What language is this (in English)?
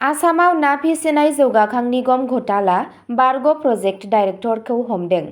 Bodo